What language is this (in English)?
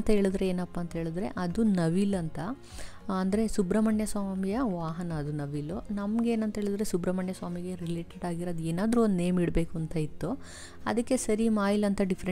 Kannada